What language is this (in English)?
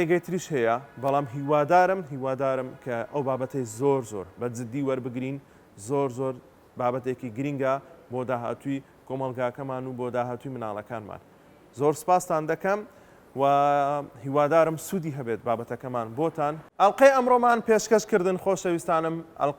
Central Kurdish